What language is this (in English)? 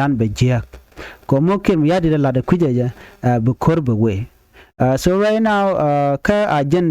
Nuer